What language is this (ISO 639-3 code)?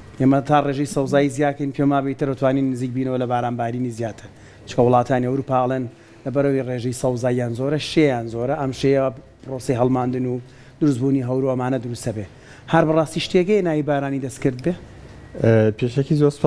ckb